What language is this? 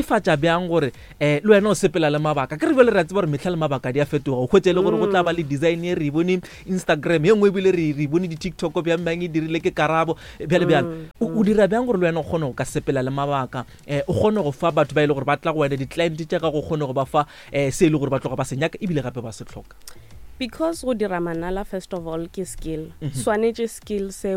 Northern Sotho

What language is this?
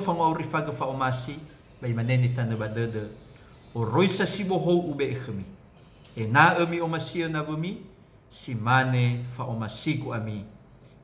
Nias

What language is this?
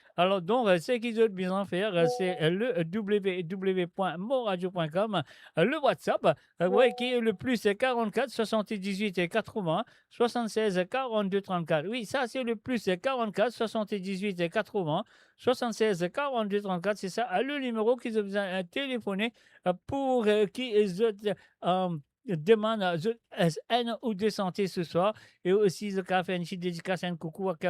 Morisyen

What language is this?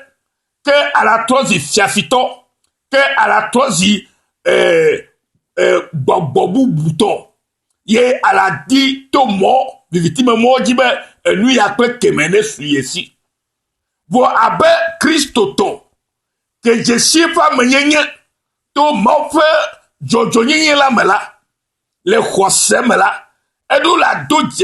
Ewe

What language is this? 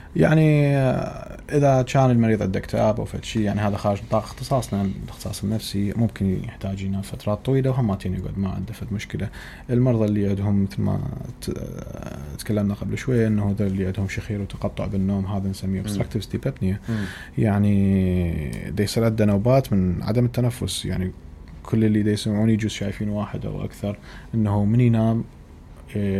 Mesopotamian Arabic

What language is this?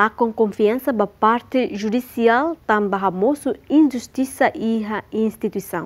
Tetum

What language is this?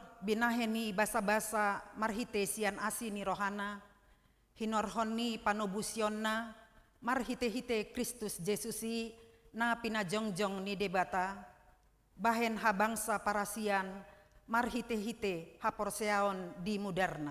Batak Toba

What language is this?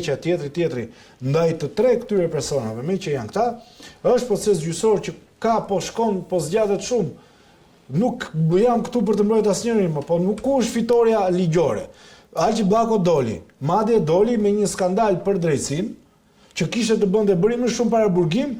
Albanian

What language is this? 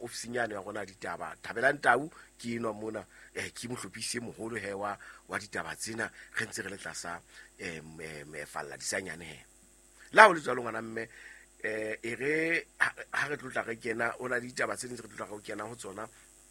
Southern Sotho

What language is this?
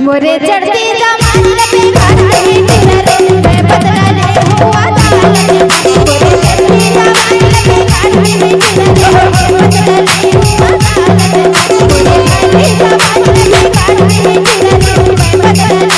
Chhattisgarhi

